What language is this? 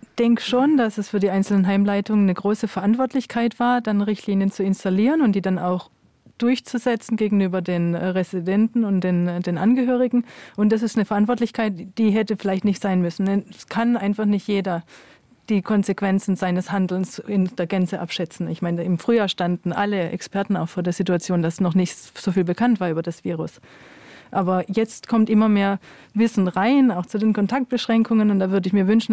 Luxembourgish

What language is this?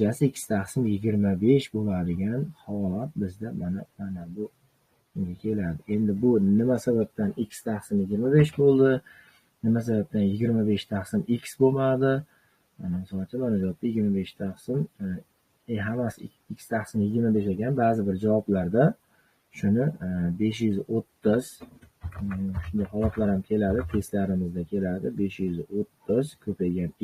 Uzbek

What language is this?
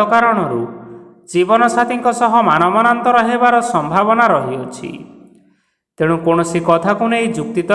Odia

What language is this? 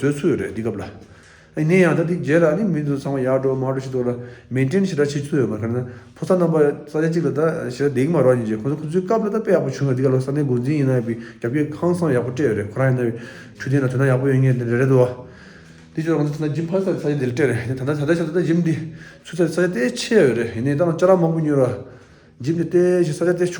Tibetan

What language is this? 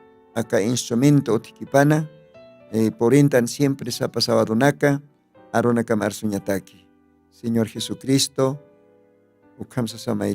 Aymara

